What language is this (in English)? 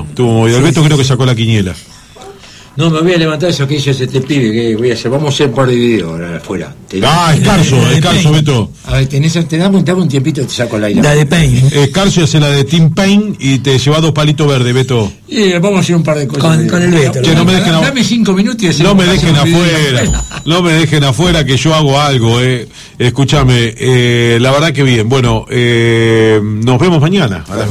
Spanish